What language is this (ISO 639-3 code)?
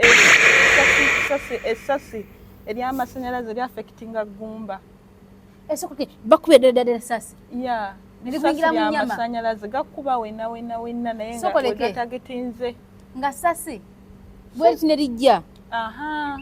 lug